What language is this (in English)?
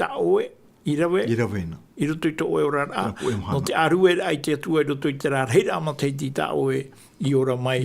Tahitian